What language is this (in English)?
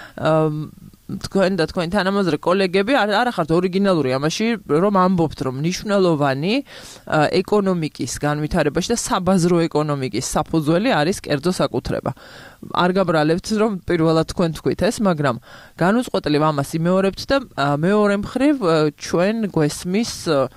Georgian